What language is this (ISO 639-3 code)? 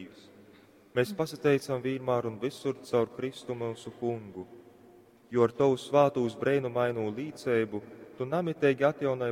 ltg